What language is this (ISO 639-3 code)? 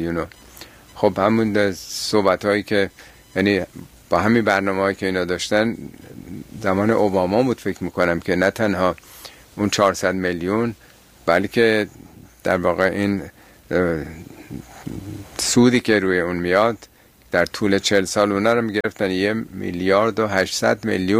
fas